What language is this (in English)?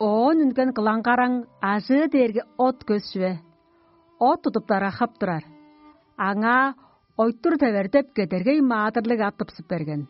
Tuvinian